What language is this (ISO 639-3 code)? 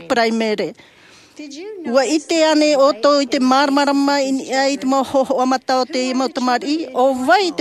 tah